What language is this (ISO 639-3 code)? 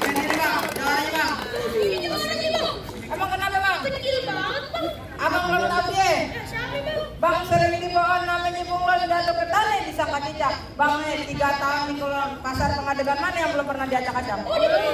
bew